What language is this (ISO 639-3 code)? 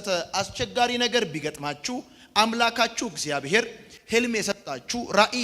amh